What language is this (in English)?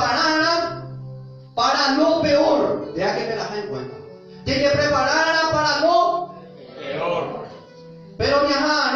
Guarani